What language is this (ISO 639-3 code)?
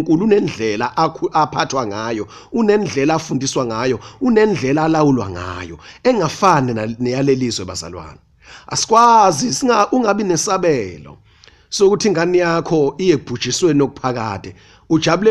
zul